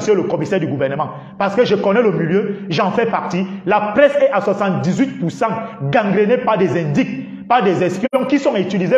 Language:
French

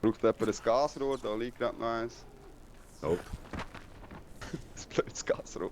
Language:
Swiss German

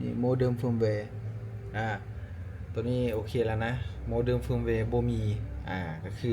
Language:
Lao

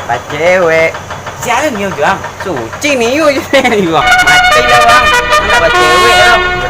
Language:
Minangkabau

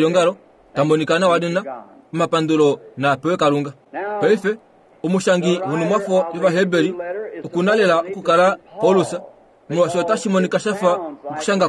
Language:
Kuanyama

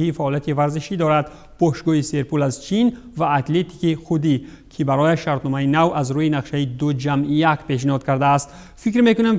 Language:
Tajik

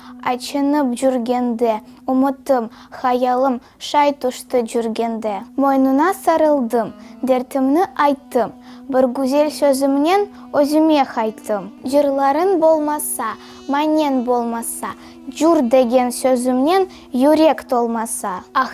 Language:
Crimean Tatar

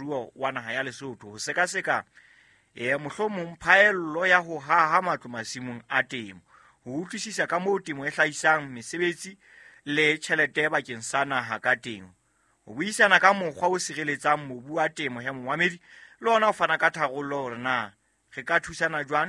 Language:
Southern Sotho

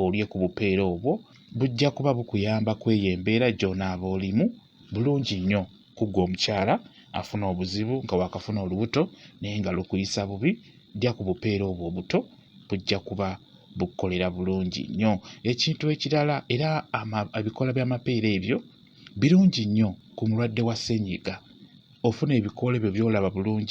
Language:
Ganda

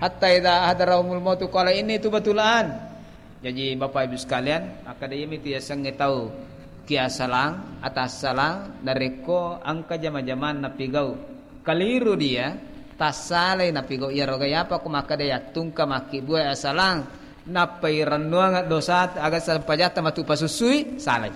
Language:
Buginese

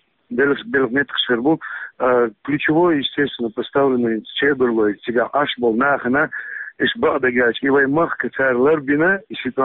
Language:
Chechen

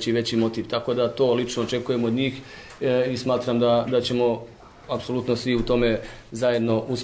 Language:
Croatian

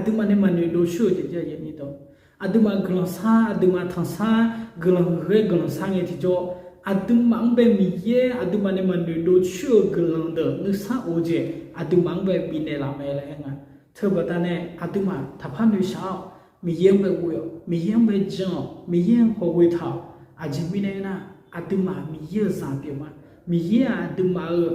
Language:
Akha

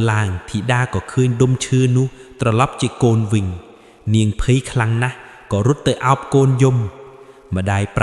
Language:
Khmer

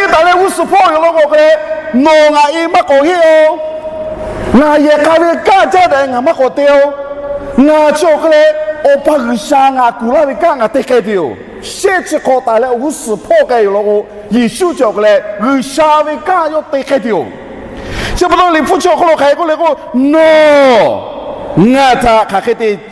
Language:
Lahu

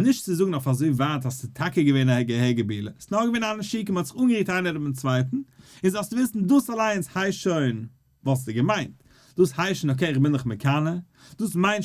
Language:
Yiddish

